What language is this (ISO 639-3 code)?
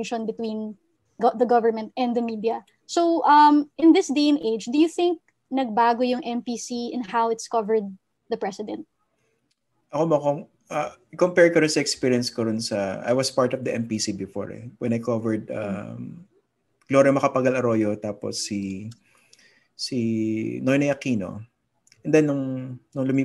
fil